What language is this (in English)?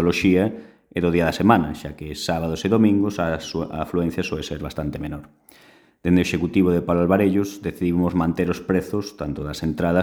Galician